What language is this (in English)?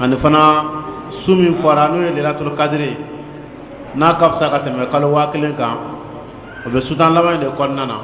Dyula